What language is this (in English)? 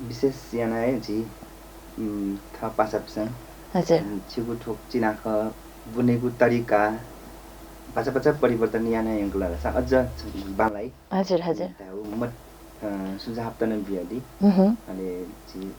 Newari